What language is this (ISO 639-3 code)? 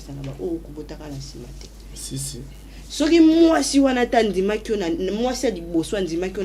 lin